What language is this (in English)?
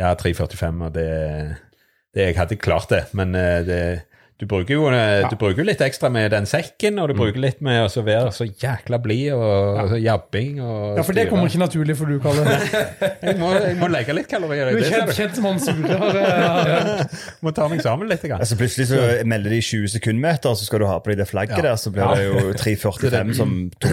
Norwegian